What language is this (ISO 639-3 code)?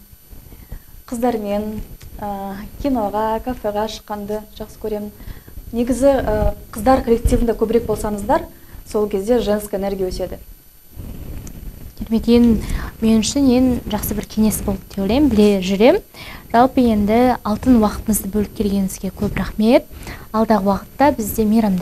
kaz